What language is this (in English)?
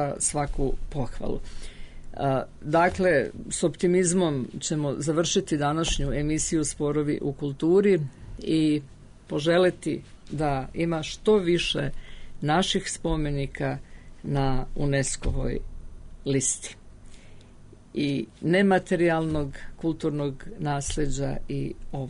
Serbian